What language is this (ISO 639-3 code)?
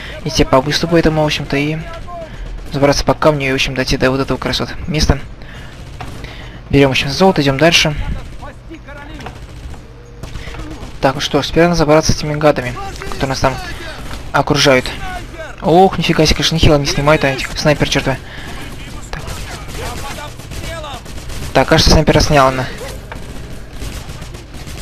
rus